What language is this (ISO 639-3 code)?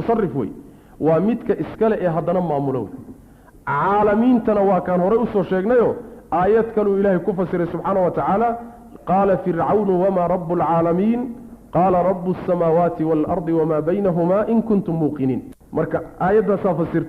som